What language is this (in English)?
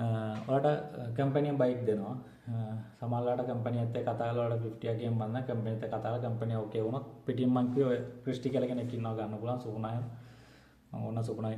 Sinhala